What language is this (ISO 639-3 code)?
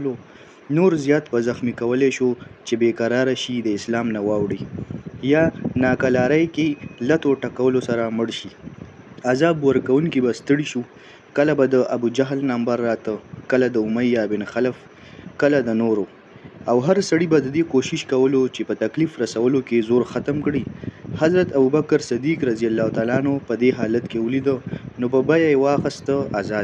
pus